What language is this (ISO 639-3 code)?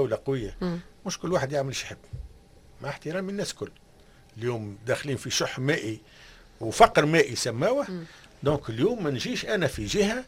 aeb